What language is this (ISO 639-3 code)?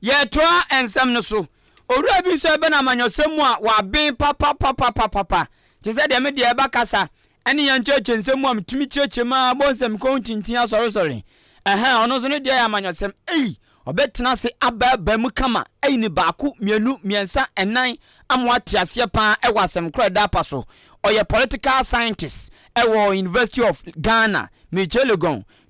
aka